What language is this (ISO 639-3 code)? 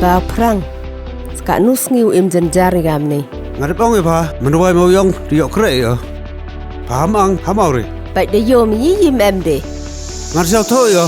kha